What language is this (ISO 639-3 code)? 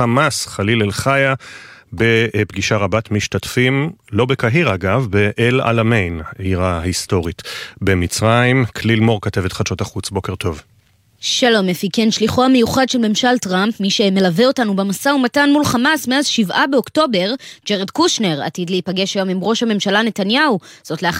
heb